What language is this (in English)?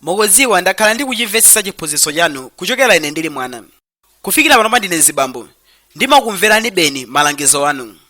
Nyanja